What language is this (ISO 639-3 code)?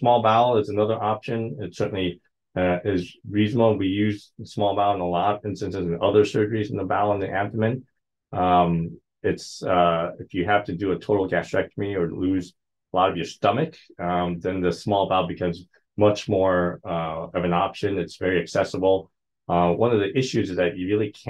eng